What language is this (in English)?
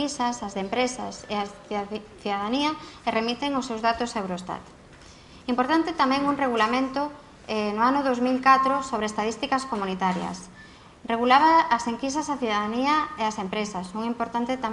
Galician